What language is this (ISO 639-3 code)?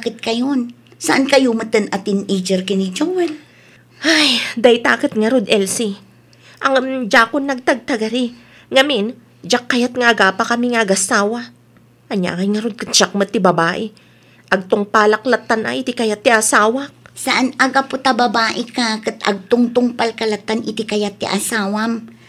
ilo